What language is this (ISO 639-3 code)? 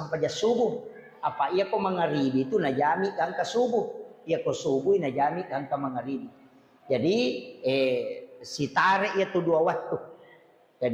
bug